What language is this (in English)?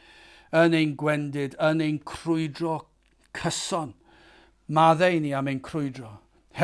Welsh